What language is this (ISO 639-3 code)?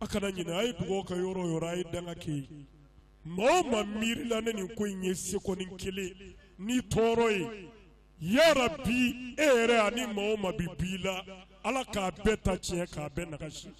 bam